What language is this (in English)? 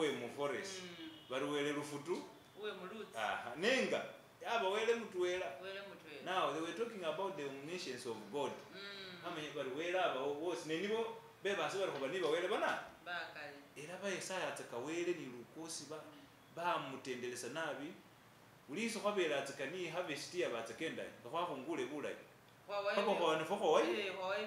Masaaba